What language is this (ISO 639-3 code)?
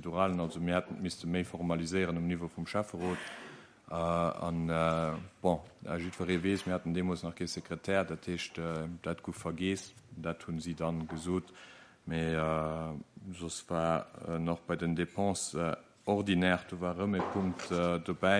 ltz